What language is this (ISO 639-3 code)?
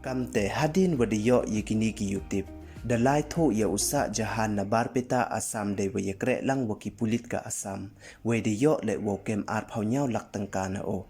pbv